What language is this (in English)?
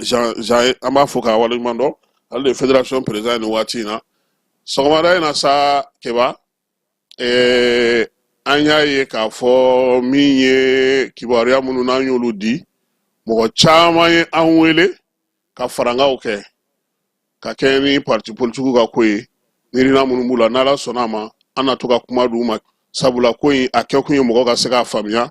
Bambara